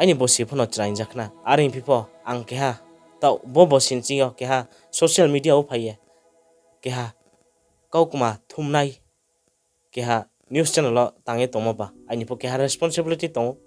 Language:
Riang (India)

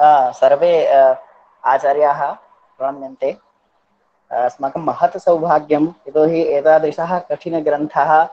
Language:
Sanskrit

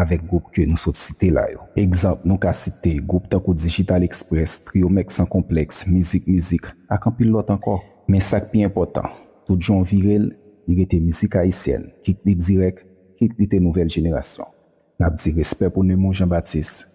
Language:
Haitian Creole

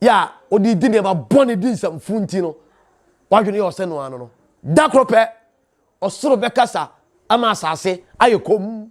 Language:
Akan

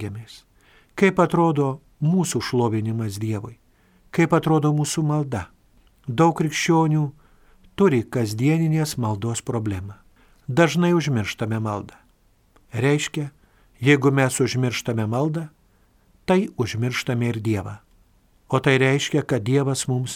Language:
Lithuanian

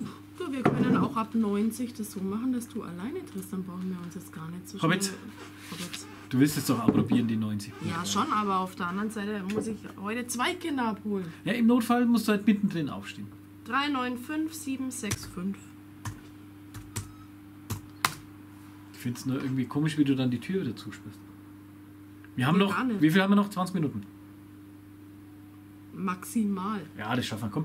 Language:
German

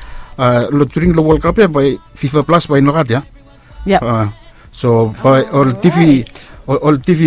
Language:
Bislama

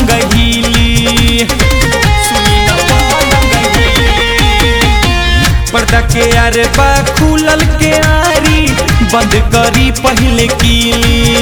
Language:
Bhojpuri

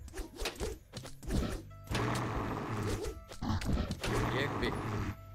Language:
Icelandic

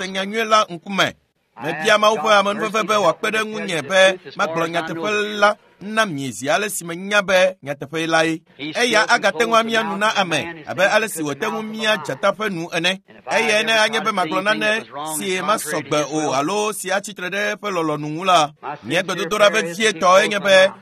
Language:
Ewe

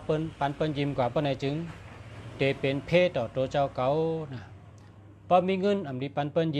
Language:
Shan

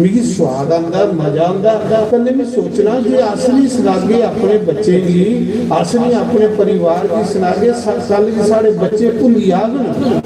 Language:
Dogri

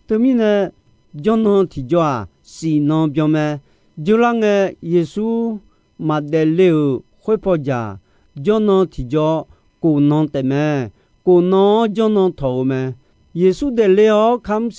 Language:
Akha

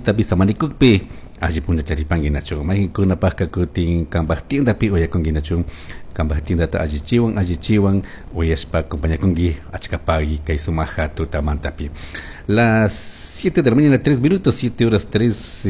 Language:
Chimborazo Highland Quichua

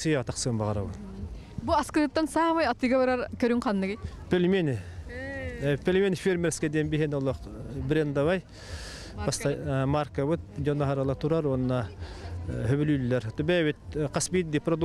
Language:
Yakut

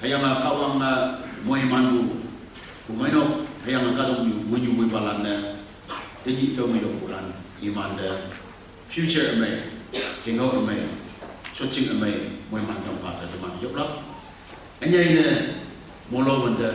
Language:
Konyak Naga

